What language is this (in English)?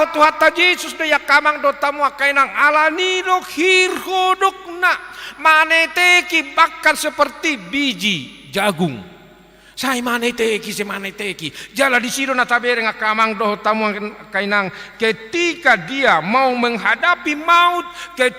Batak Toba